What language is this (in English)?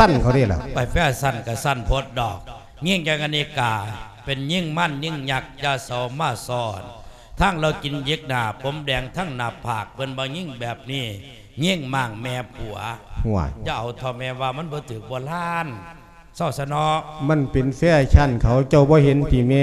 Lao